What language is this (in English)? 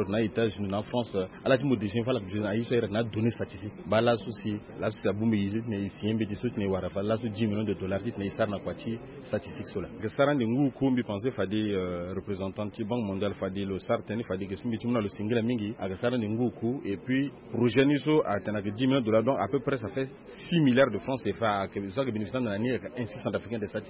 Sango